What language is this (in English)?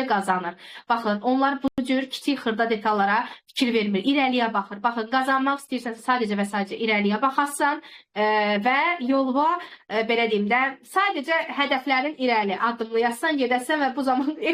Azerbaijani